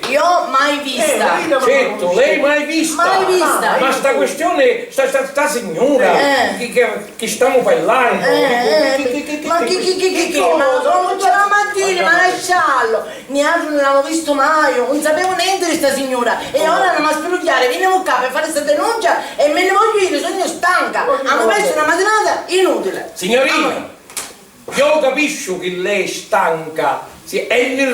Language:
Sicilian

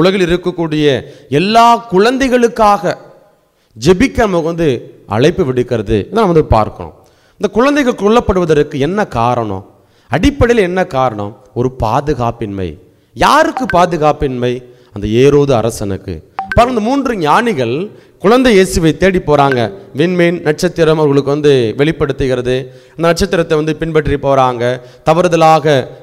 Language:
Tamil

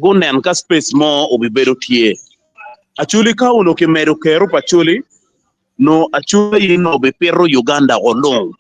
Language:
Acoli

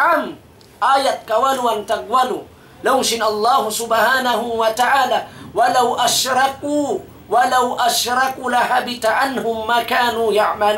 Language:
Tausug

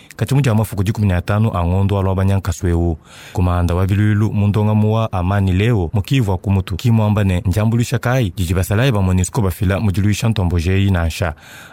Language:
Luba-Lulua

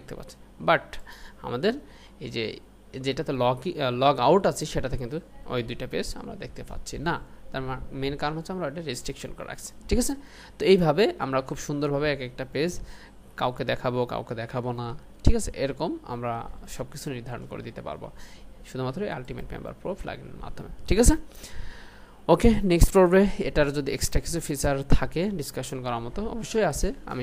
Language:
Bangla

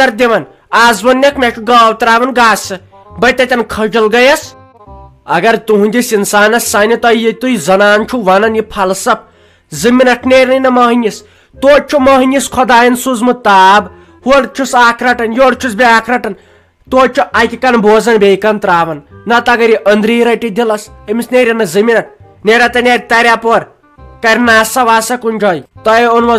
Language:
Kashmiri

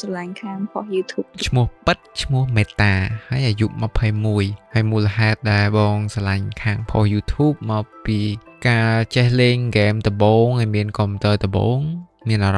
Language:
Khmer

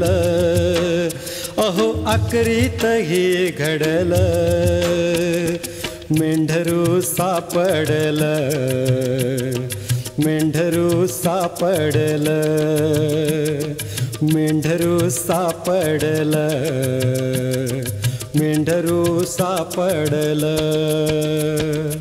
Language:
Marathi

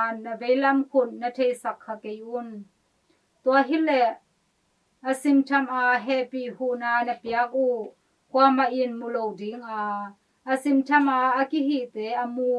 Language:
Tedim Chin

